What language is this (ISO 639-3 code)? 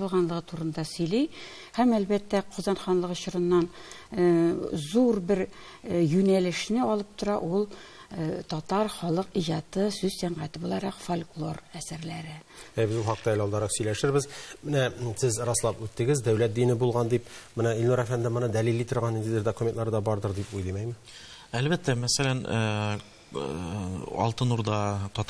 tat